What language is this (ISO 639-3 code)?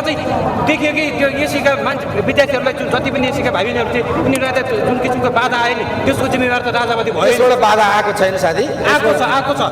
nep